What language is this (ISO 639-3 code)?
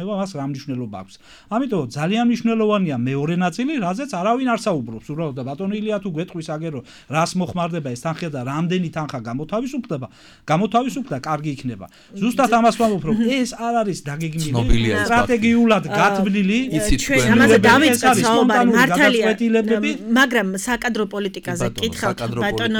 kat